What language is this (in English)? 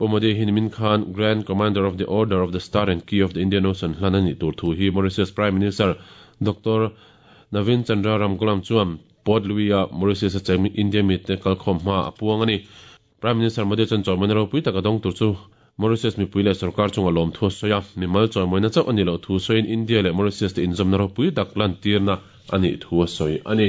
Mizo